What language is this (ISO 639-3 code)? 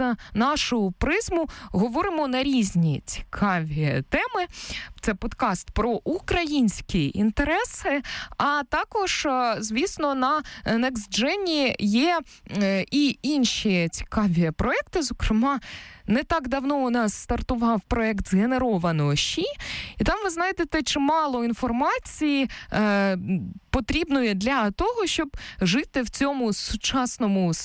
ukr